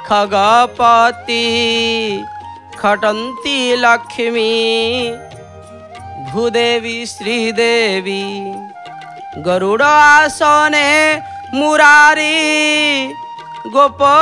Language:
Odia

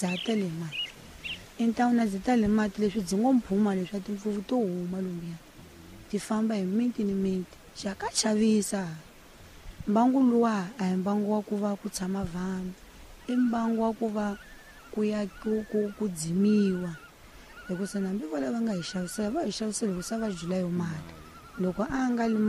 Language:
Tsonga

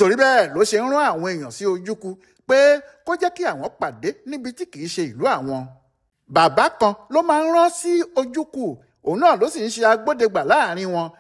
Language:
Yoruba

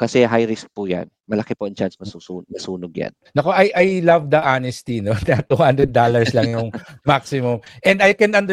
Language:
Filipino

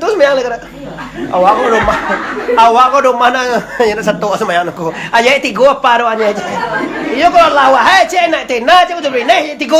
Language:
Minangkabau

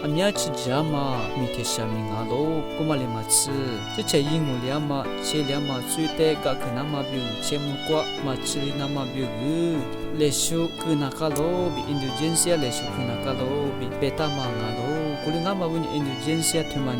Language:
Lisu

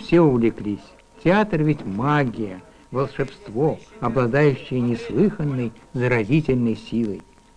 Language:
Russian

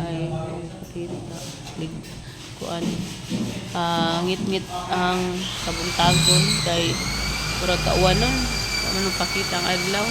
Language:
Cebuano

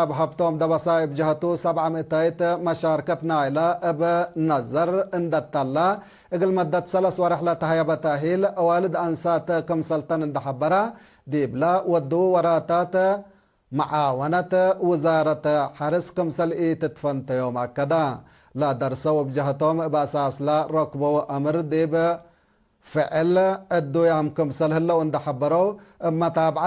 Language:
Tigre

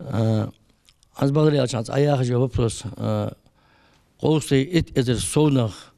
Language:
Ingush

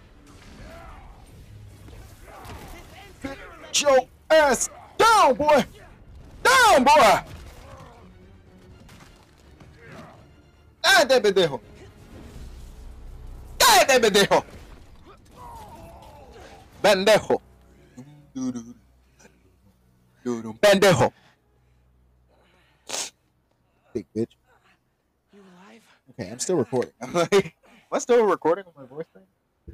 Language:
English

